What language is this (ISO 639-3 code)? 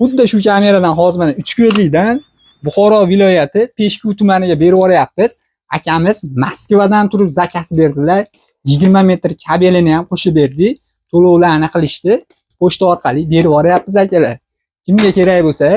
uzb